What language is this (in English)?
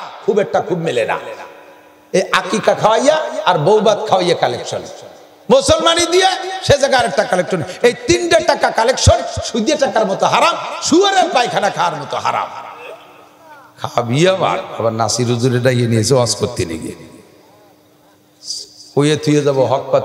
Bangla